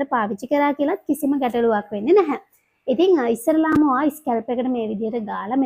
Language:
Sinhala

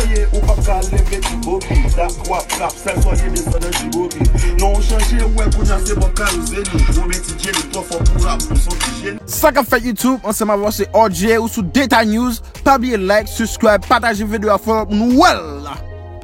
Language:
Haitian Creole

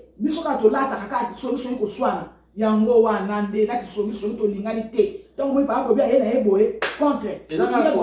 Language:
Lingala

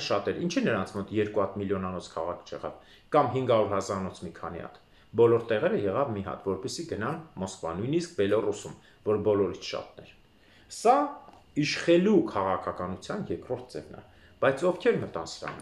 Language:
Armenian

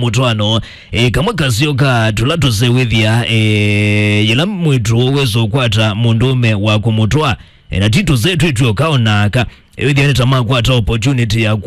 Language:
Kamba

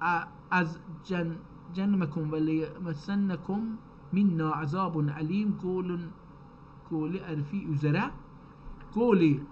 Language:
South Azerbaijani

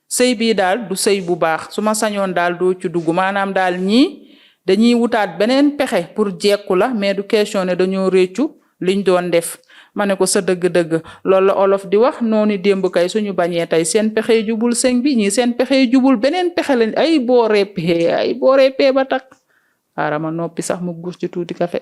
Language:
Wolof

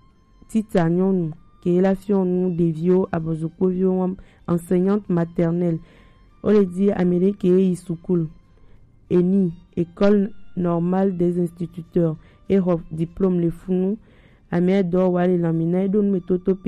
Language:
Gen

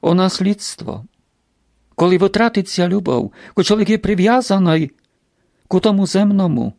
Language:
Rusyn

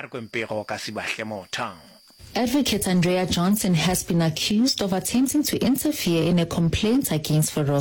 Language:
Northern Sotho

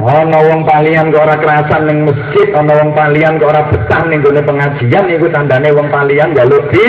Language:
Javanese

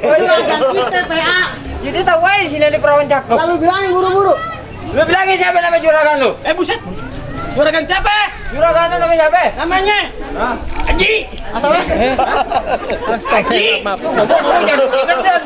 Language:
Betawi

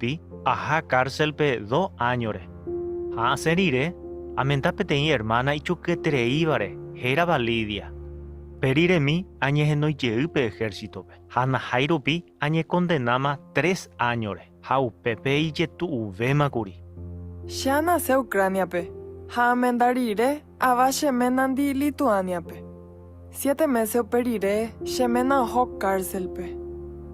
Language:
Guarani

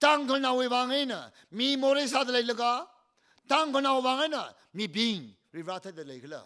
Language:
Tangkhul Naga (India)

